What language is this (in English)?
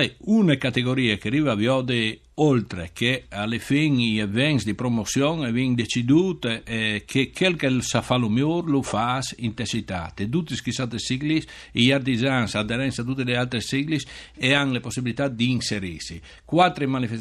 Friulian